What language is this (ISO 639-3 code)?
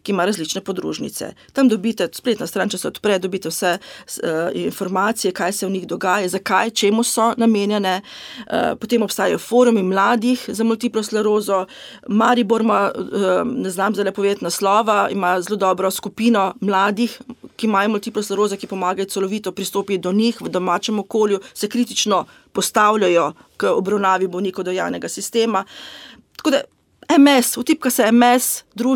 slv